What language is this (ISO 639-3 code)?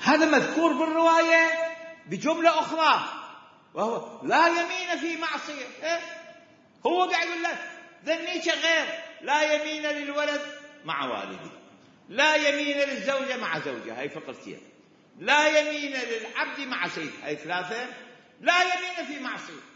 acm